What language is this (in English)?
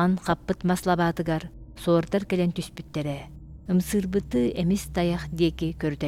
Yakut